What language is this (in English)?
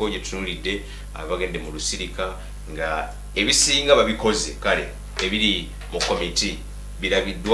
Ganda